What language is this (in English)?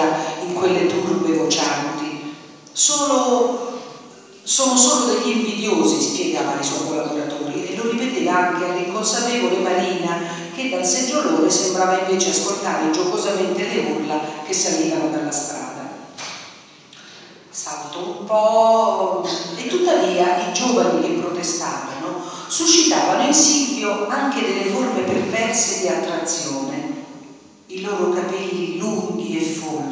Italian